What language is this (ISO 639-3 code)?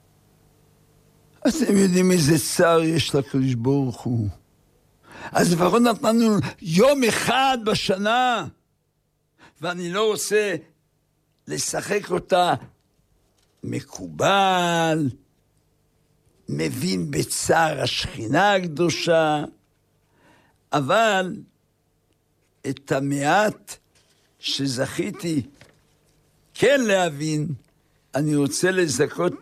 heb